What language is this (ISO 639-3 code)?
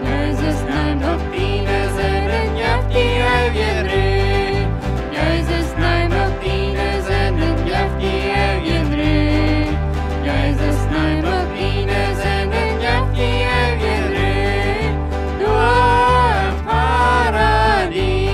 pdt